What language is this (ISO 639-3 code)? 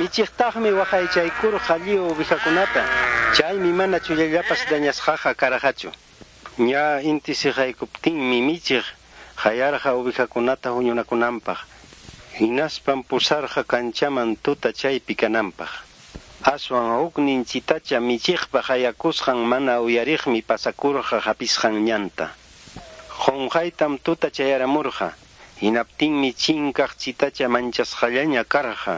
que